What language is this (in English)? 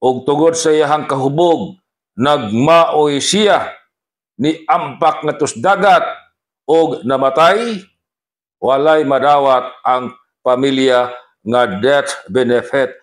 Cebuano